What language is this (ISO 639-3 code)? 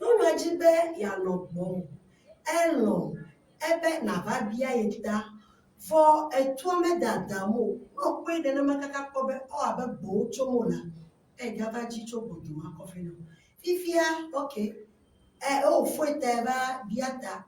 ewe